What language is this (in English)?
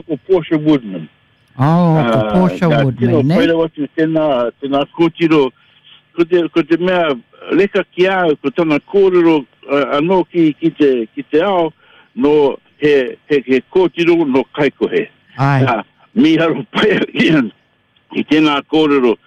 Māori